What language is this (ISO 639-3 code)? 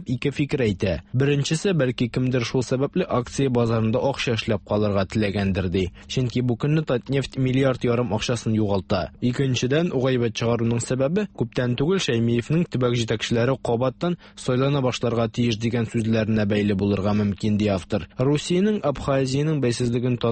tat